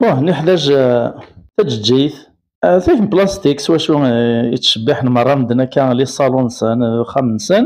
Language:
Kabyle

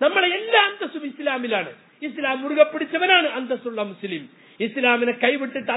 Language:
Malayalam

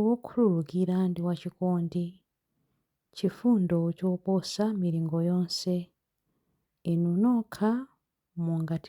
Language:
Nyanja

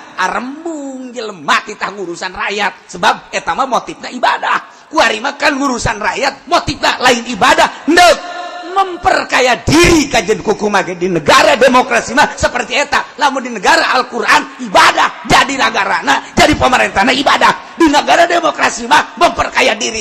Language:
Sundanese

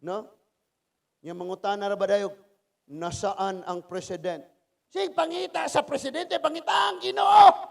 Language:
Cebuano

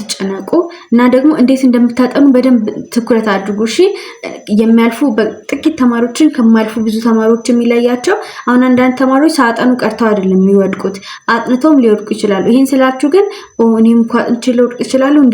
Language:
Amharic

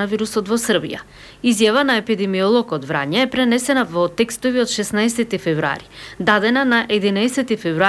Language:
Macedonian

